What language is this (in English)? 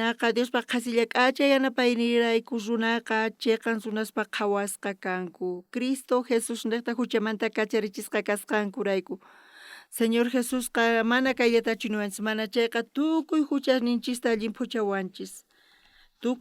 South Bolivian Quechua